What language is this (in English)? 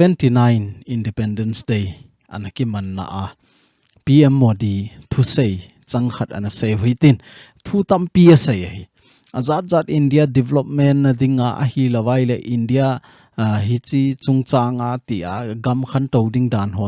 Thado Chin